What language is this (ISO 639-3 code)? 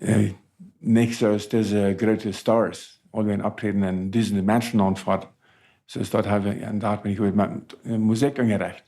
pdt